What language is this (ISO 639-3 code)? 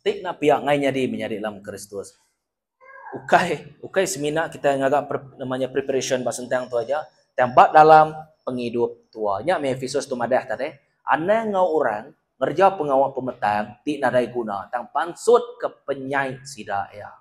iba